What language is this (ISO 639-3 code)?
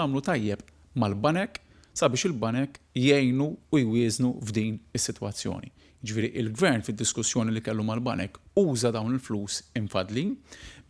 mlt